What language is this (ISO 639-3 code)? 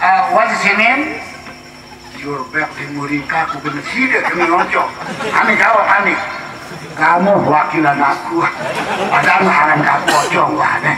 sas